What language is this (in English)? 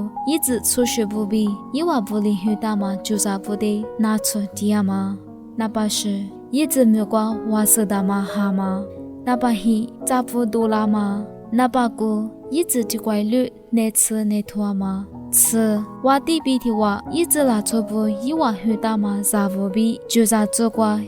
Lisu